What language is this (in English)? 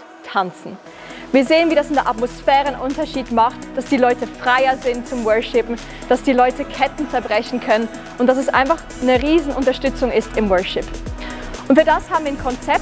Swiss German